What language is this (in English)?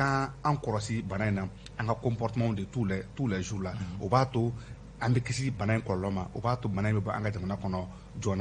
Bambara